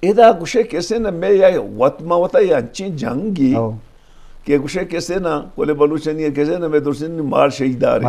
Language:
Eastern Balochi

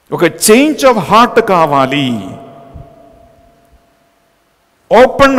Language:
Telugu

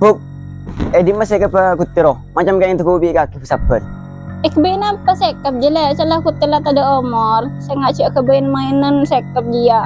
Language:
Madurese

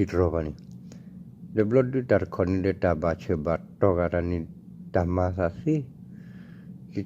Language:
S'gaw Karen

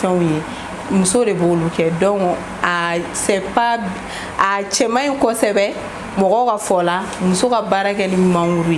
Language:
Bambara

